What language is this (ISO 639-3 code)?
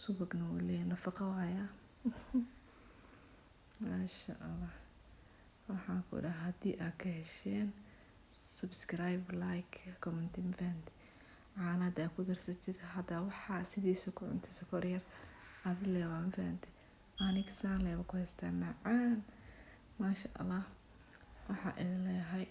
som